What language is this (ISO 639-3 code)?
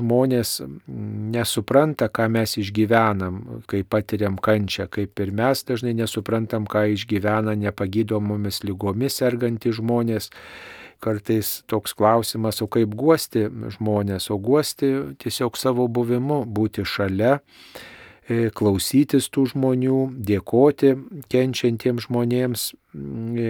lit